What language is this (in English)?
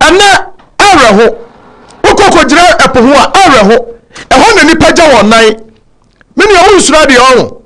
Akan